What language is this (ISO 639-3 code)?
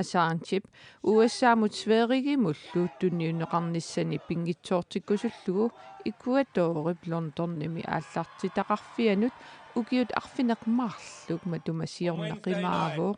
kal